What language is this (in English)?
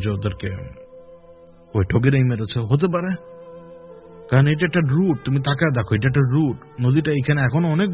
Bangla